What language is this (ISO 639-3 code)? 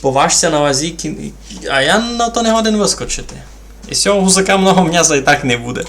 rue